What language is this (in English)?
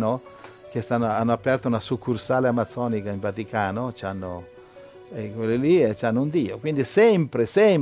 Italian